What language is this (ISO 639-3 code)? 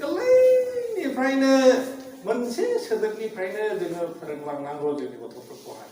brx